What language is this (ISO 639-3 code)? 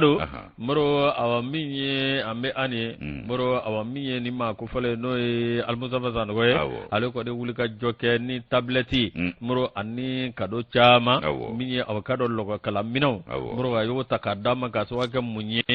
bam